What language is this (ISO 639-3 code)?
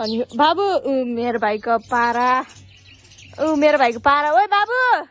nep